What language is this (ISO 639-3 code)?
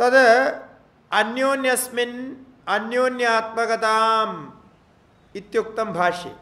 san